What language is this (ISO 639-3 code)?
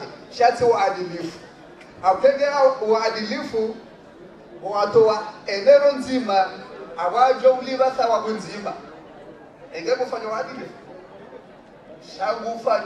swa